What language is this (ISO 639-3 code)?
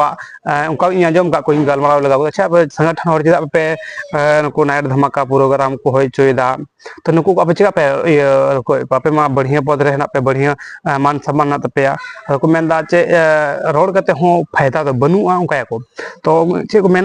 sat